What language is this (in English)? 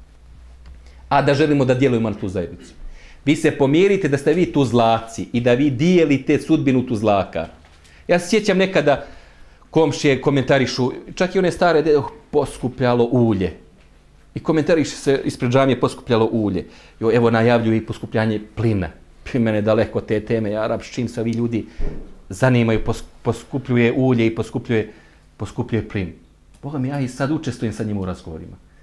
Bosnian